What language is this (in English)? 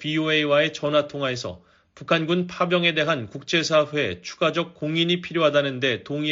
Korean